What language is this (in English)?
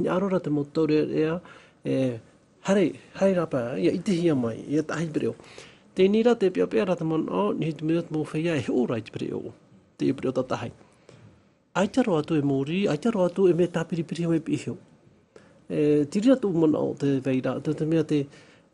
Tahitian